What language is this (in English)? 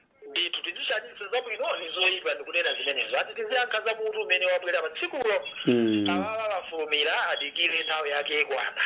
Nyanja